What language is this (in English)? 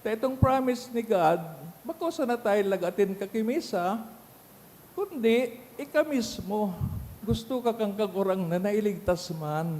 Bikol